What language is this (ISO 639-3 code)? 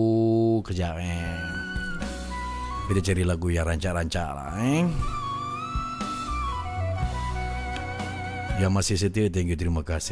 msa